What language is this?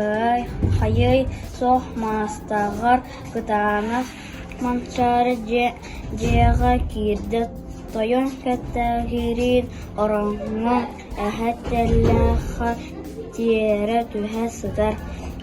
Yakut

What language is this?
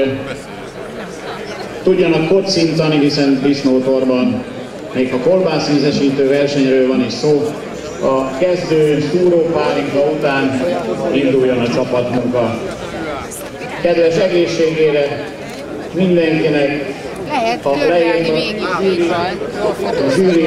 Hungarian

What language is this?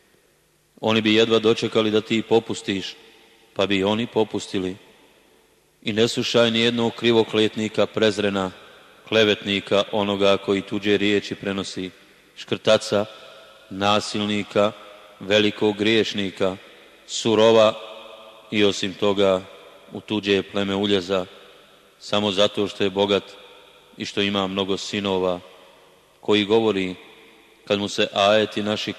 Bosnian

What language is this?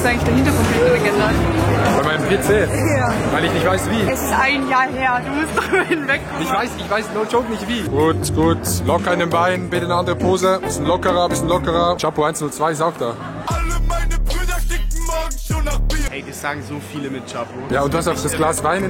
Swiss German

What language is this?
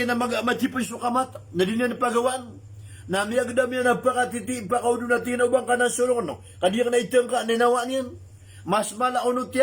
Maranao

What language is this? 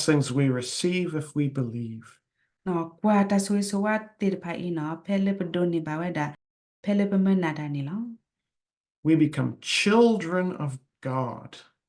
S'gaw Karen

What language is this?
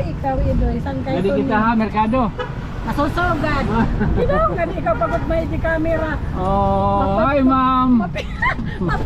Waray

